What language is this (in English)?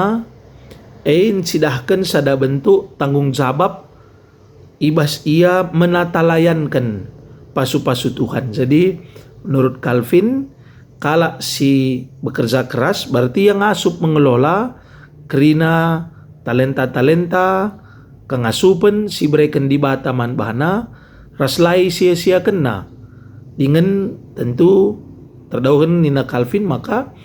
Batak Karo